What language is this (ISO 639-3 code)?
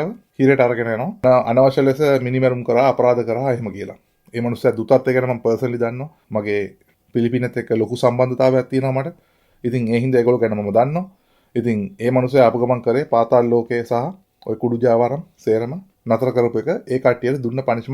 sin